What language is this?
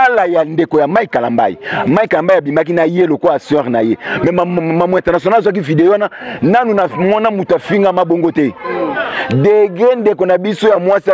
Lingala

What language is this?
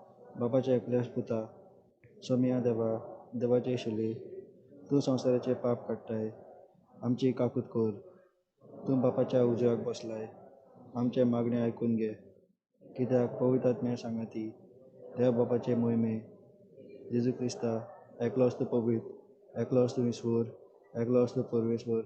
Konkani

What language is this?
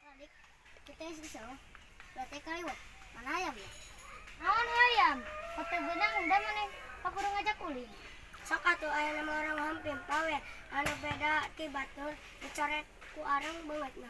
Sundanese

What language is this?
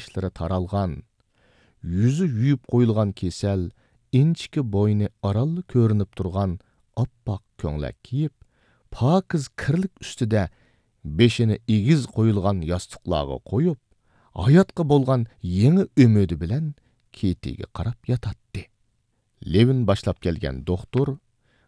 Uyghur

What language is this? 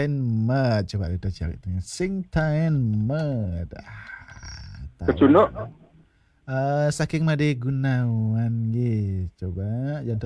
Balinese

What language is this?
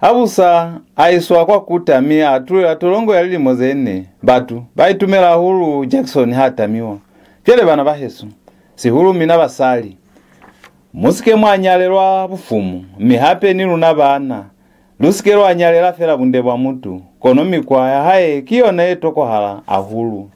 Lozi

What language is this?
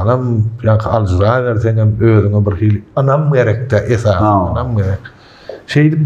Turkmen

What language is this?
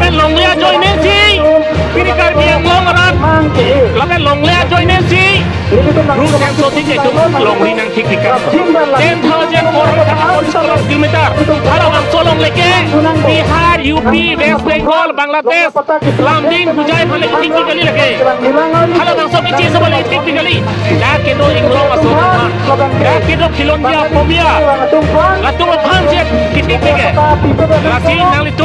Karbi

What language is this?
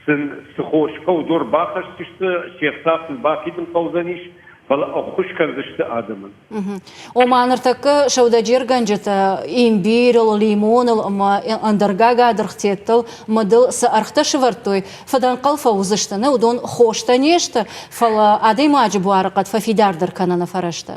Ossetic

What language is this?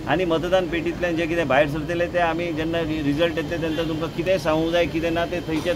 Konkani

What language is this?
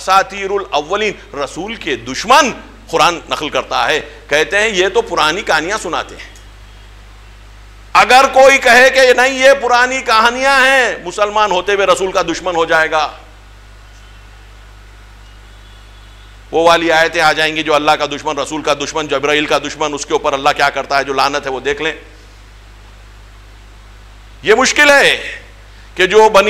Urdu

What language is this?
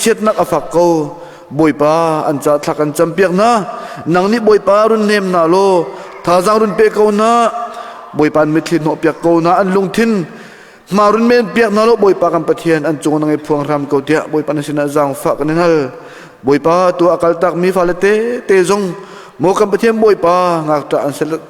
Hakha Chin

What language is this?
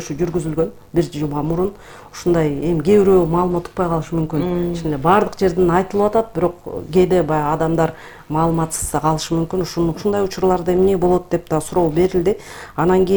Kyrgyz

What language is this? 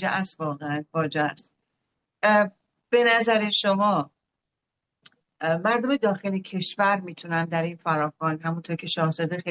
Persian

